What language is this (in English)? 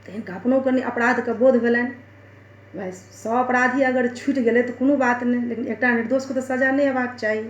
Maithili